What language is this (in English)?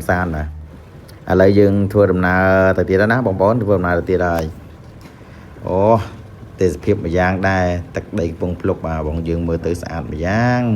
Khmer